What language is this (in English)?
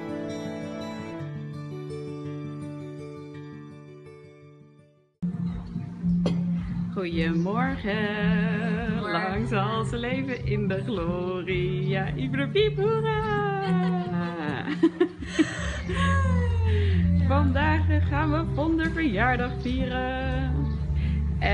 Dutch